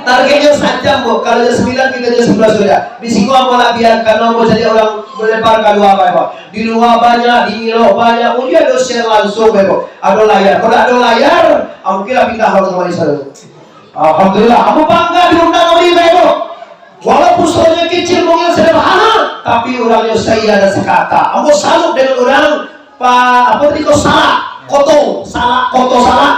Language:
Minangkabau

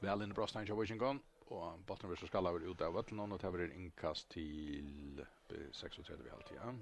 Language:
Faroese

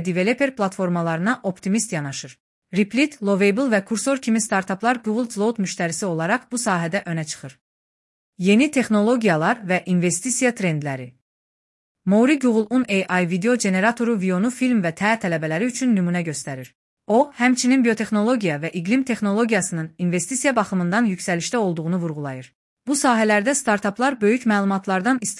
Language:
Azerbaijani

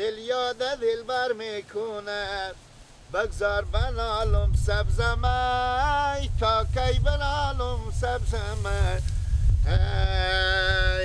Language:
Persian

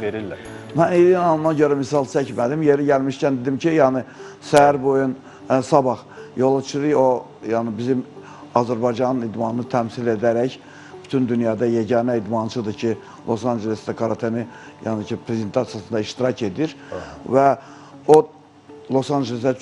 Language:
Azerbaijani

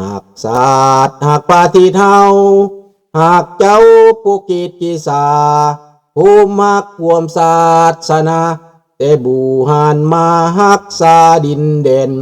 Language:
Lao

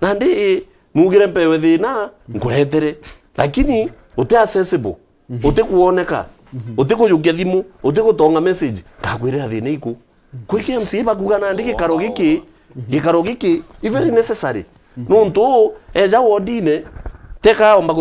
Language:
Meru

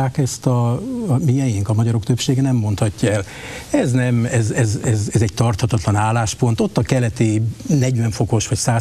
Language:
Hungarian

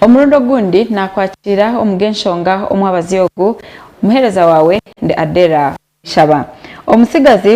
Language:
Nyankole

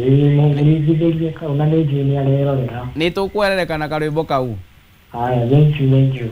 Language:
Kikuyu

